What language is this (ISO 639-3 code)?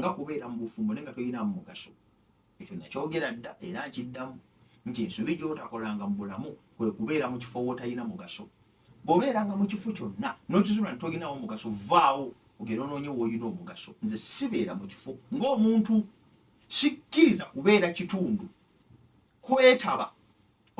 lug